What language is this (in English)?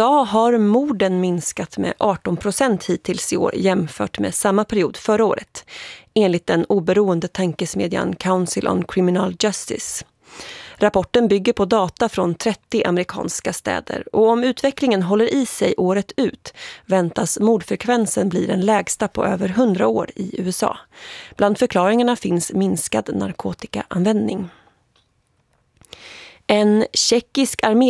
Swedish